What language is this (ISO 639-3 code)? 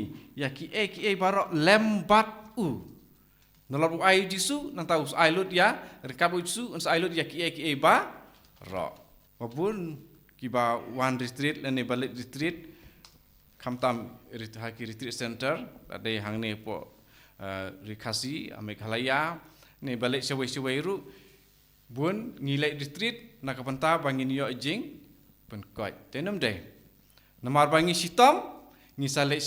kha